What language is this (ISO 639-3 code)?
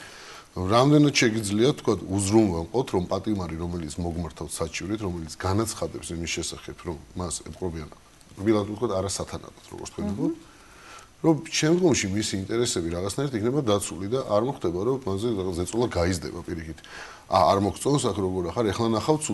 kat